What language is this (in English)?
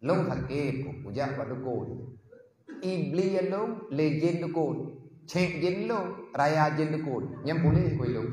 Achinese